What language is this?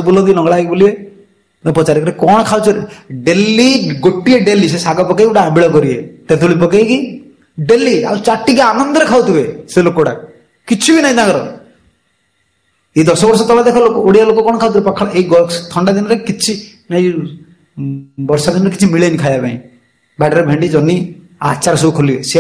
Odia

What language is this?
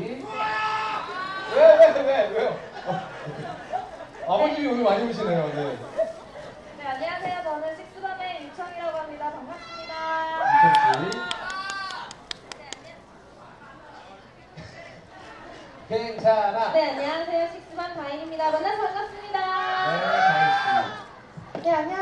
Korean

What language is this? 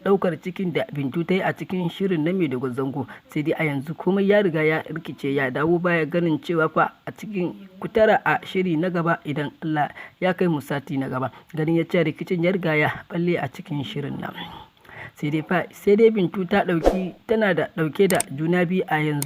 Hausa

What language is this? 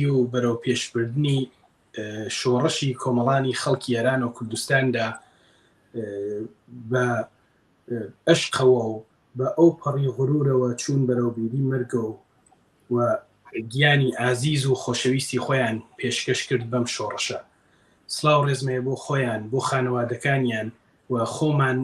Central Kurdish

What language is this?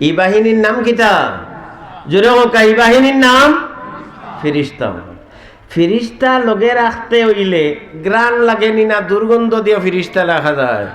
Sylheti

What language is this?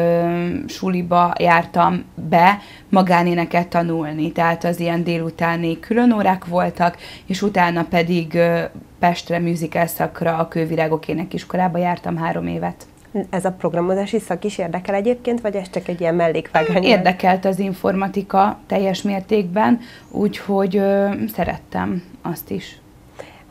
Hungarian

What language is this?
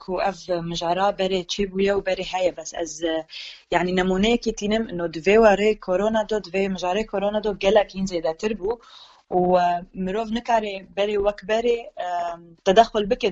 Kurdish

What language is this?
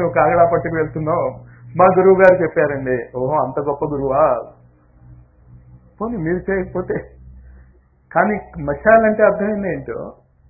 Telugu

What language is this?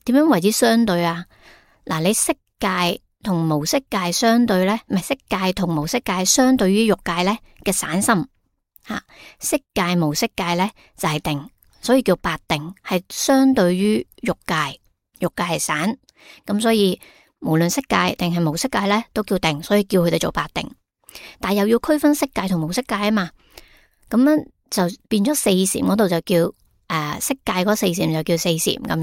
Cantonese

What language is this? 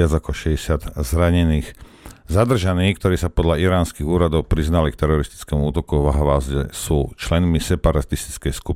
Slovak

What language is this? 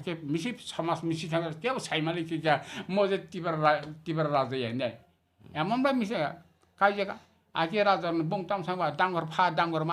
Kok Borok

